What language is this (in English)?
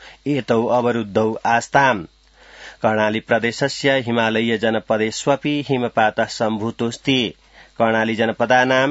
Sanskrit